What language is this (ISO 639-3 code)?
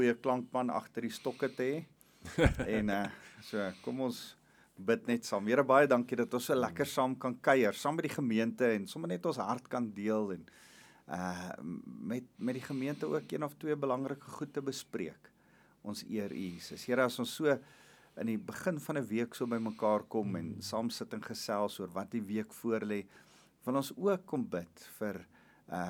afr